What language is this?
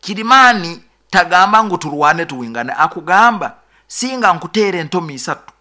Nyoro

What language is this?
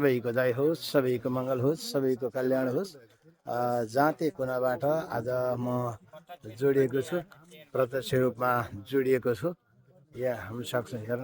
Nepali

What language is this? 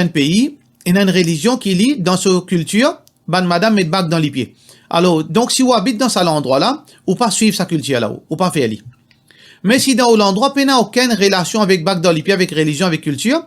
Morisyen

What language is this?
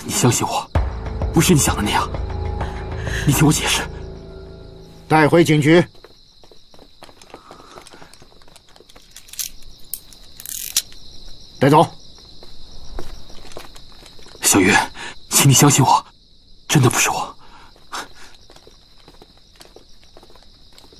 Chinese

